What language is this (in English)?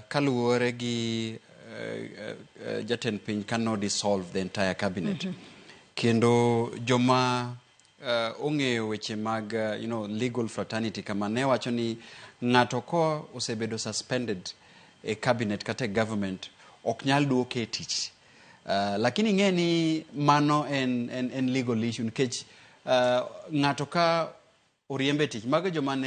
Luo (Kenya and Tanzania)